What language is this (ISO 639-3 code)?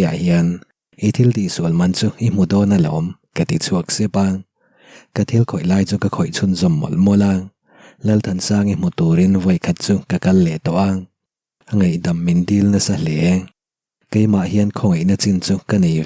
lus